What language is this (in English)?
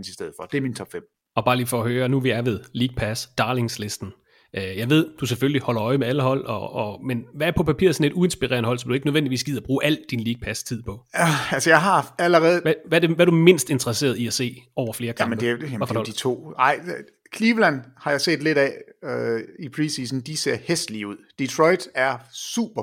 Danish